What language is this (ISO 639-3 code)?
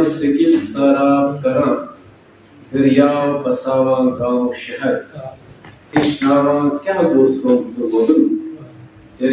kas